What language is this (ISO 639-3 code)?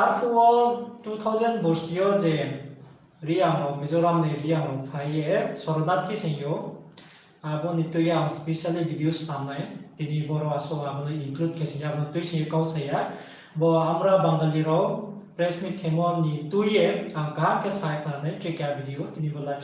ria